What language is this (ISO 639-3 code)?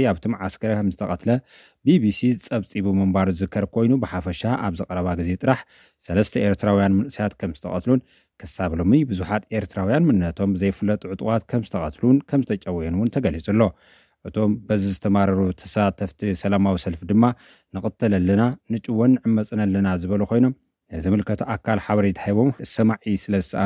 tir